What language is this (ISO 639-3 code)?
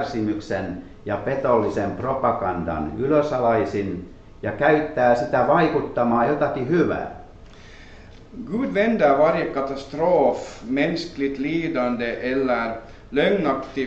fin